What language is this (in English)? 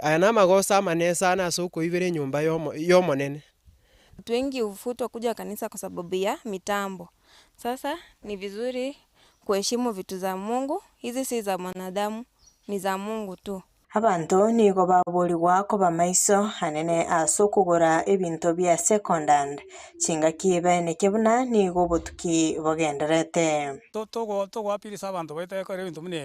Gusii